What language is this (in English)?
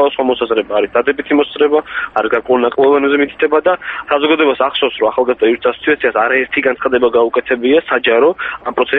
Georgian